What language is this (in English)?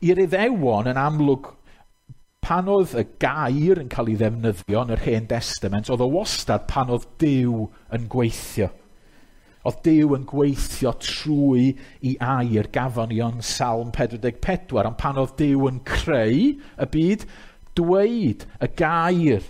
Welsh